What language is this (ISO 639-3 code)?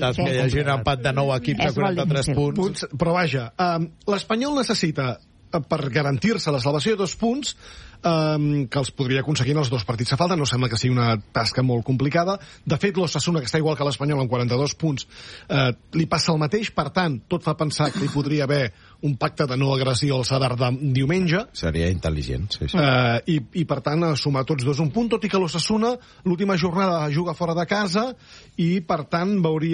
cat